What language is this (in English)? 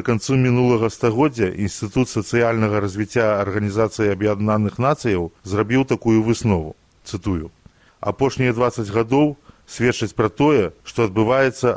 Belarusian